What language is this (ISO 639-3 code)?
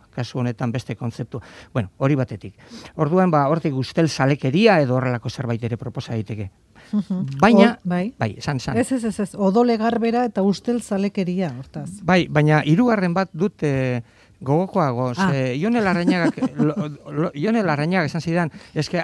eus